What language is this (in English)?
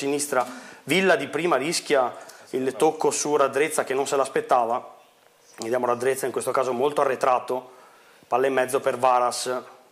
Italian